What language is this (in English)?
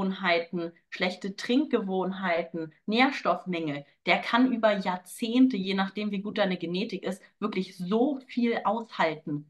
German